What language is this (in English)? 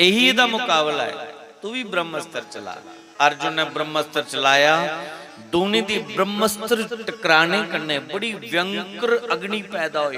Dogri